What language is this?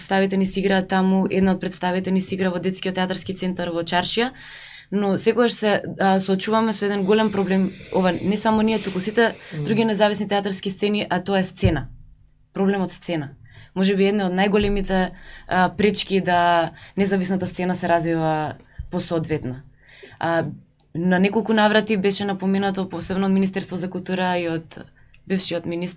Macedonian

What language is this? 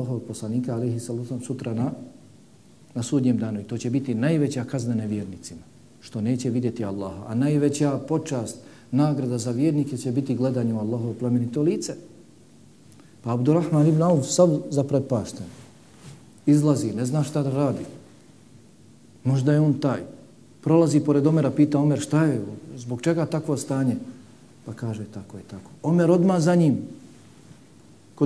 Bosnian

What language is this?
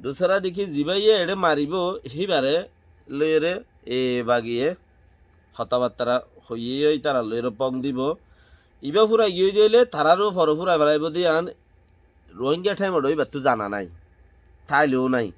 Rohingya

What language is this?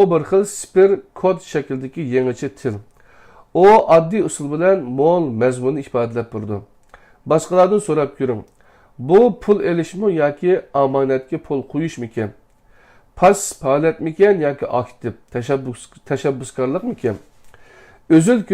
Uyghur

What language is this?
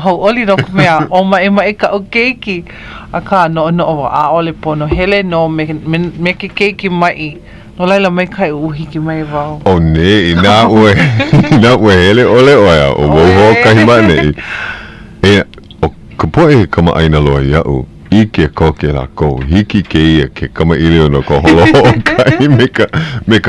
Hawaiian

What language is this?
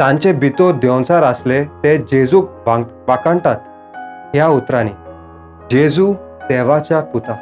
Konkani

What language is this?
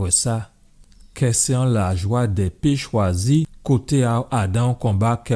Guadeloupean Creole French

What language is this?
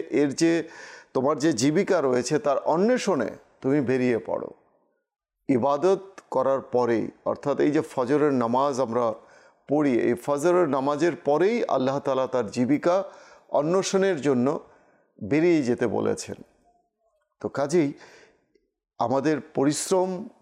Bangla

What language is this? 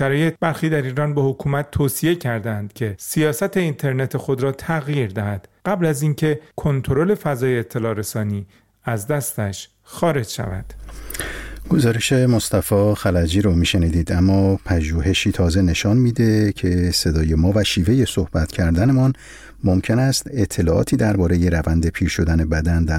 Persian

